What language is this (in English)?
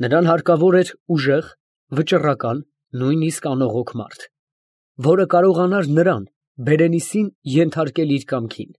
Armenian